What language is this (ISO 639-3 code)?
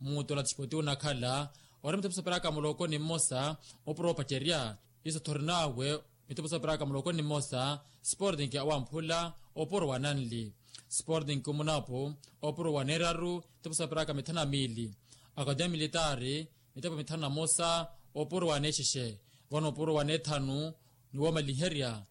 vmw